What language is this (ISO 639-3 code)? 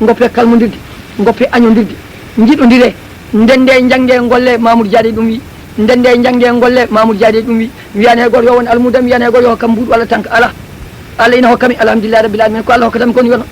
ful